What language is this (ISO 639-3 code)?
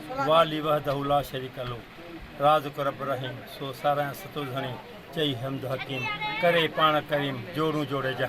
snd